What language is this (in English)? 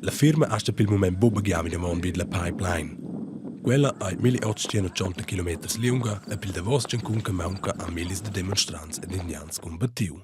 Romansh